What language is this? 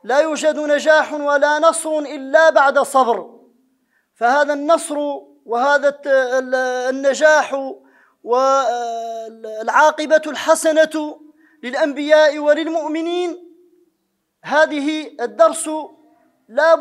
Arabic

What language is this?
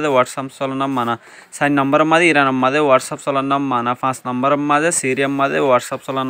Rohingya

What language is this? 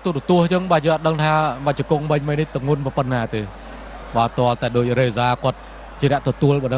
Khmer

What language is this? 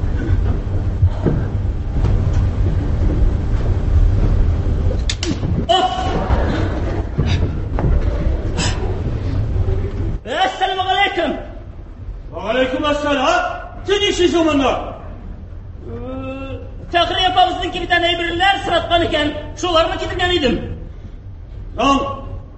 Tatar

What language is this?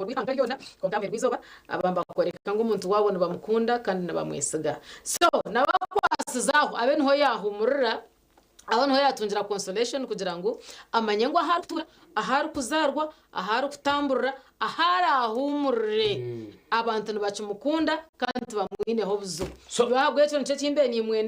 Nyankole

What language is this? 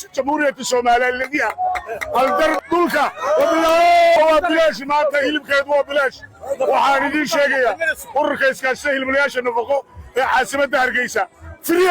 Somali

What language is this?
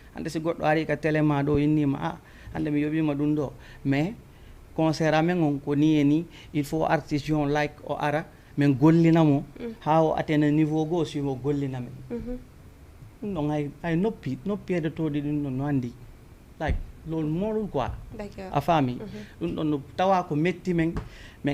Fula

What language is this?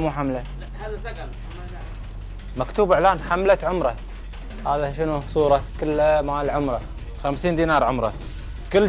Gulf Arabic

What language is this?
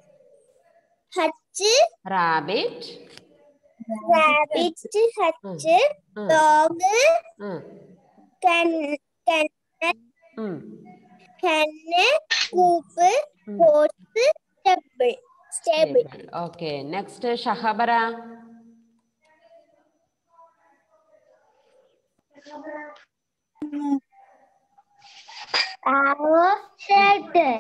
Malayalam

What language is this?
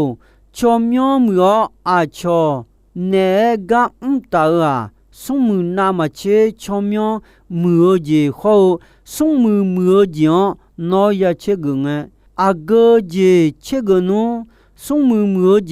Akha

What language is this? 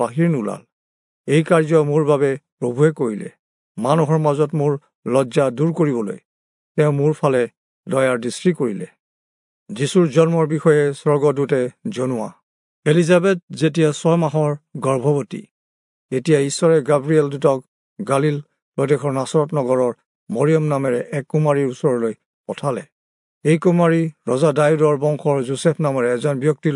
Assamese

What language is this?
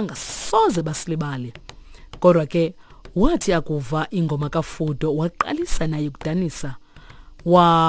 Xhosa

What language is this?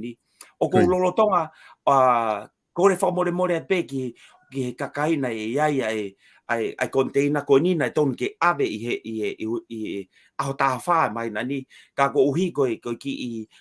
Tongan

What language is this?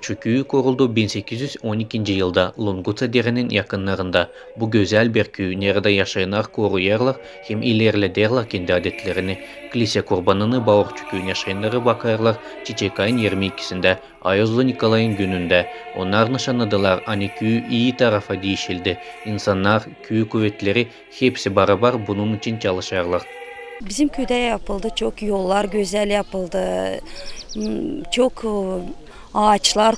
Gagauz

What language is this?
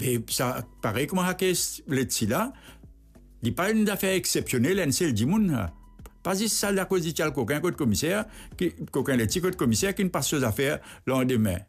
Morisyen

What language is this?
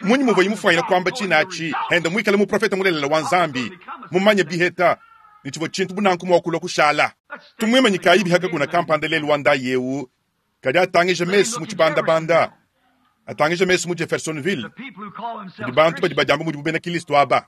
Luba-Lulua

